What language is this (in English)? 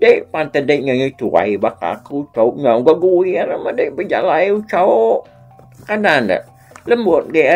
Iban